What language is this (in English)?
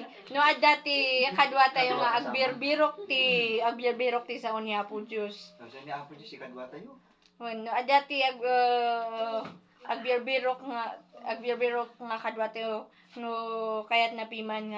Iloko